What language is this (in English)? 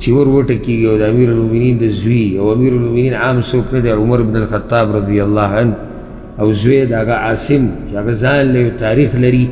Pashto